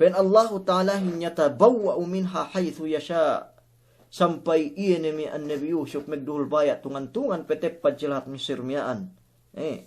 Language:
Yakan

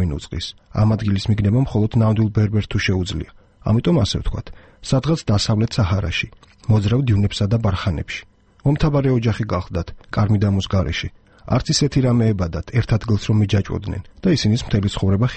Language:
Georgian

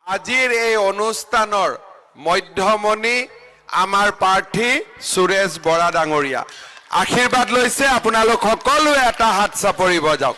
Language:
Assamese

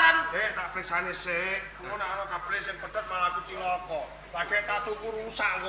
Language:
Javanese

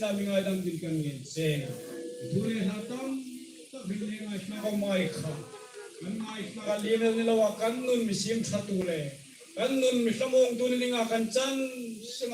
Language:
Hmar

